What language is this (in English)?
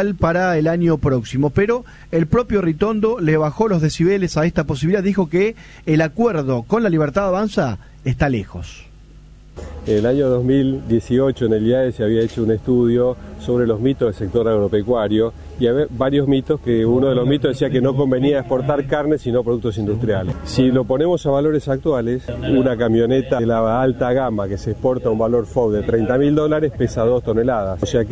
Spanish